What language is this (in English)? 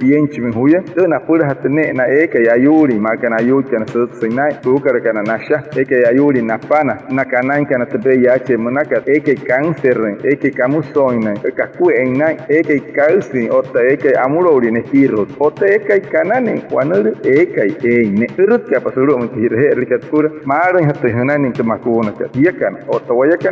Wayuu